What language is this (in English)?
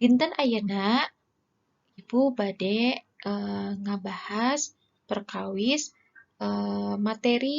Sundanese